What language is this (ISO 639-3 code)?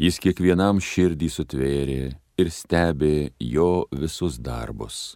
lit